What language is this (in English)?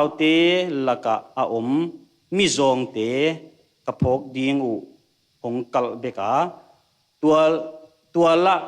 Tedim Chin